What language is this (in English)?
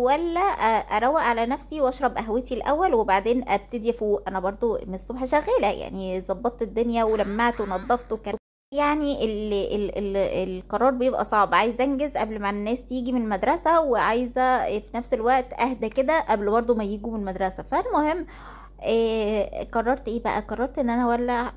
Egyptian Arabic